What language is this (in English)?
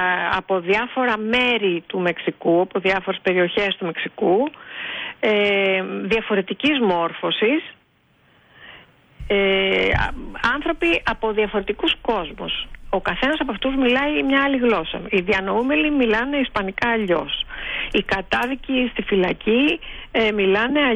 Greek